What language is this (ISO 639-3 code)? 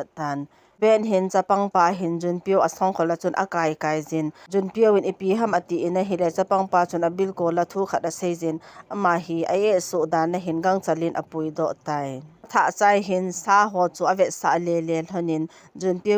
tcz